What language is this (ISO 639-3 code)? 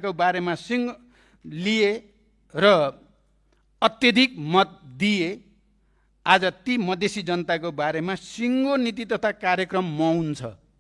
nep